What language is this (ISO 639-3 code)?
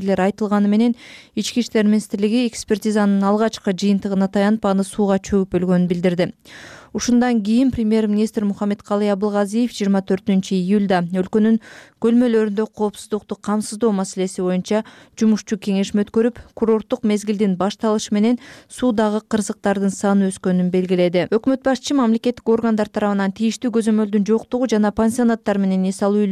kir